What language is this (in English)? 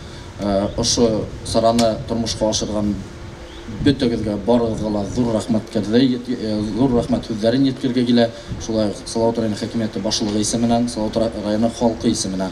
Bashkir